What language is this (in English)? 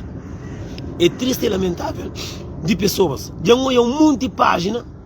Kabuverdianu